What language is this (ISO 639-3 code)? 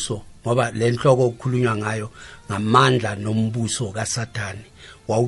nbl